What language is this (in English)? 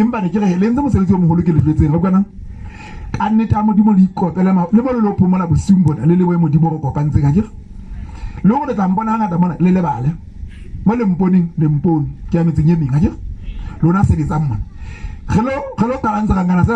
Southern Sotho